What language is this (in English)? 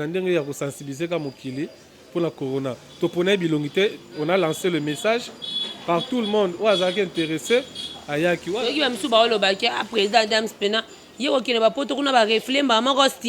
Lingala